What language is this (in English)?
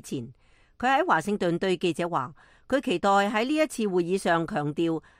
Cantonese